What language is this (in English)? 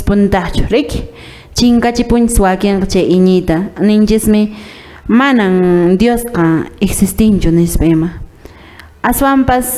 Quechua